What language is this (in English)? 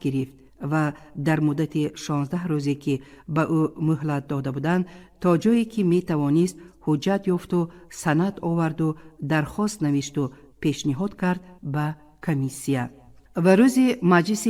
Tajik